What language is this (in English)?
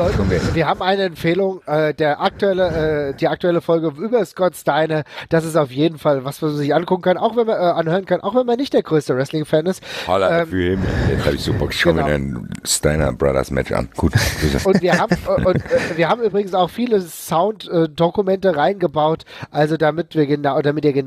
German